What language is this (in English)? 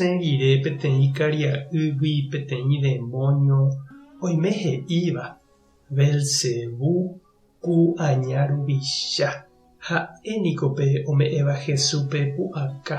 Guarani